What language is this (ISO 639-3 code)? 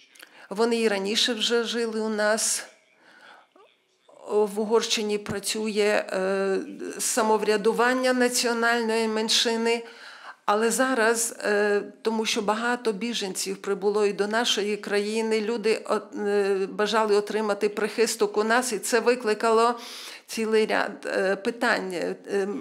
ukr